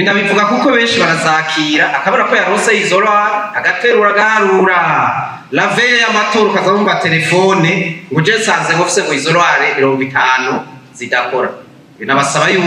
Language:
Rundi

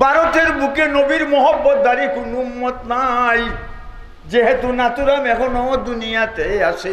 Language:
Sylheti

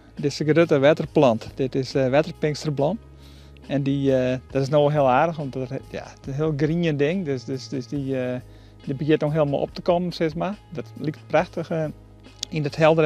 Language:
Western Frisian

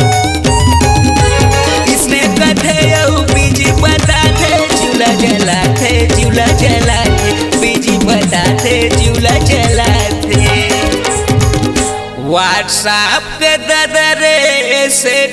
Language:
Chhattisgarhi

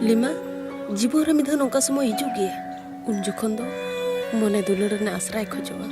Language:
Santali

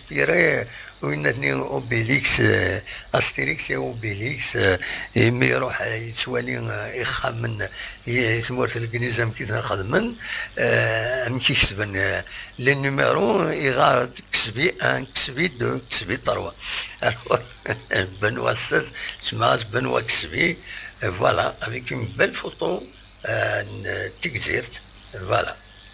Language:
Kabyle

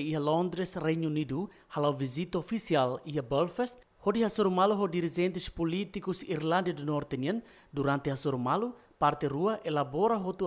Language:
Tetum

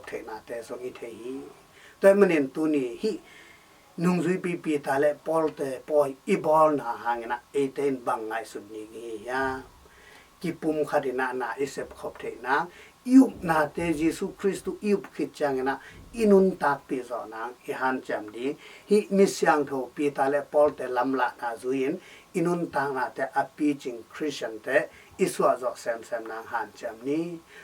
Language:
Tedim Chin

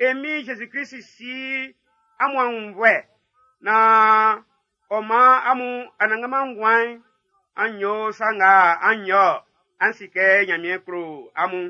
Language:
Baoulé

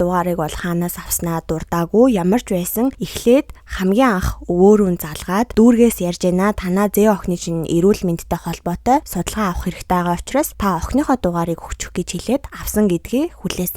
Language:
Mongolian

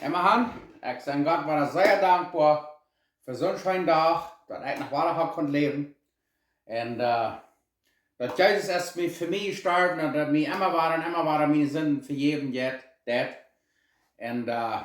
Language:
Plautdietsch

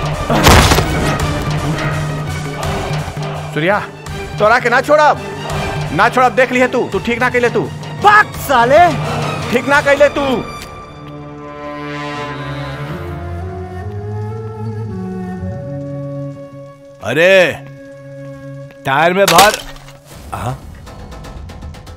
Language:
Bhojpuri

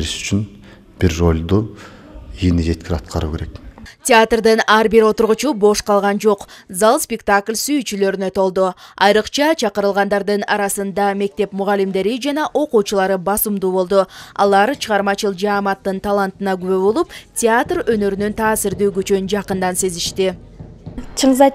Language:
Kyrgyz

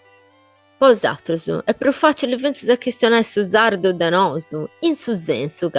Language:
Sardinian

